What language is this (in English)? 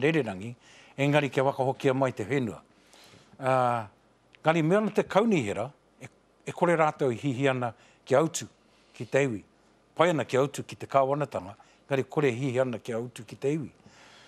Māori